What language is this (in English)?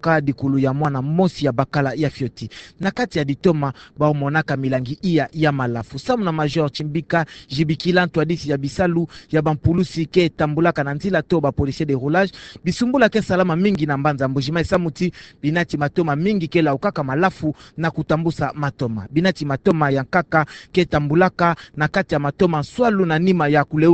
Kituba (Democratic Republic of Congo)